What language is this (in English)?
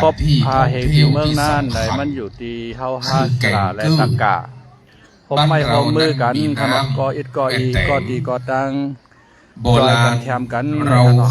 Shan